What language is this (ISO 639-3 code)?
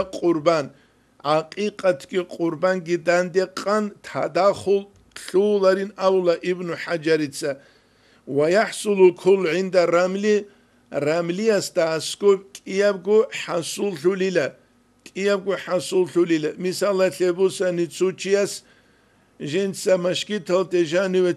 ava